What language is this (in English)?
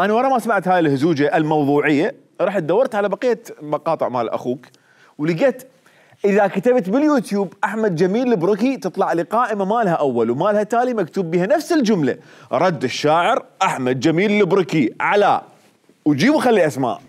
Mesopotamian Arabic